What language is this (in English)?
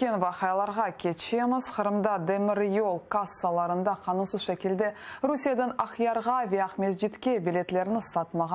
Crimean Tatar